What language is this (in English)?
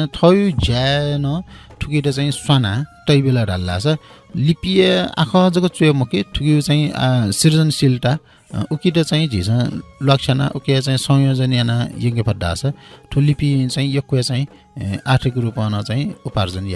Newari